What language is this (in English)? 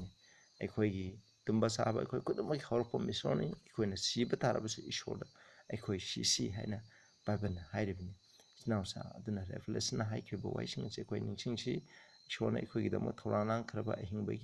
Manipuri